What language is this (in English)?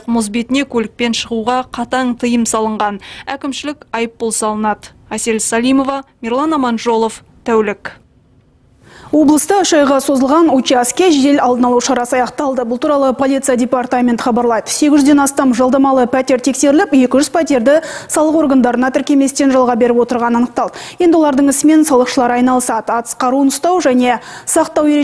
Kazakh